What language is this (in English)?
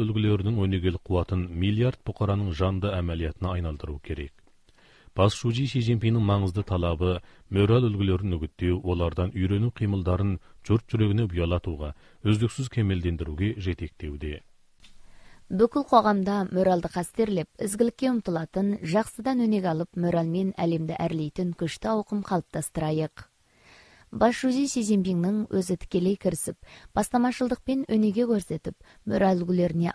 Kazakh